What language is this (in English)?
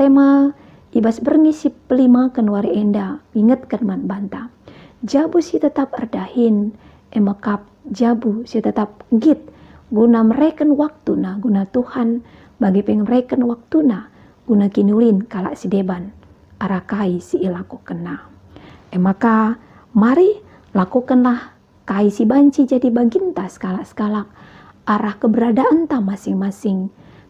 Batak Karo